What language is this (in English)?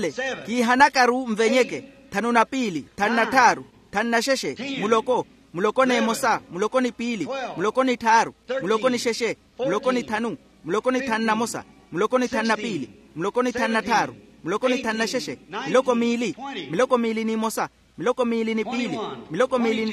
Makhuwa